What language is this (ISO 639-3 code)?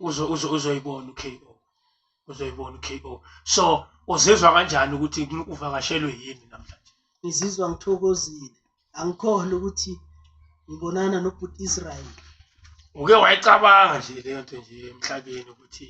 zul